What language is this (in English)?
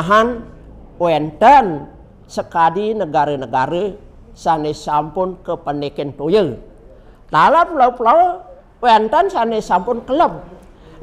Balinese